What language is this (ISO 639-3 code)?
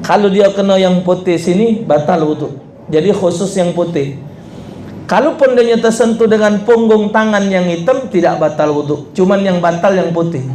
mui